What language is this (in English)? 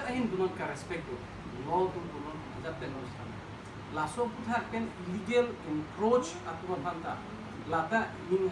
Karbi